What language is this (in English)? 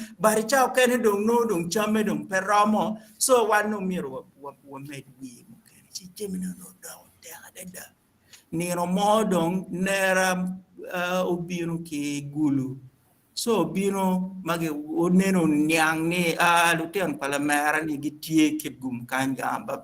Acoli